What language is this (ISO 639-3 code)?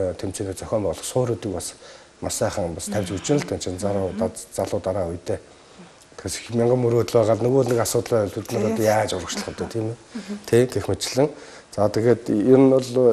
mon